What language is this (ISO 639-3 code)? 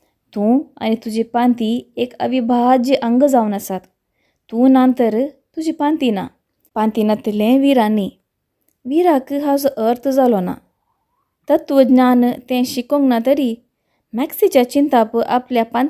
kok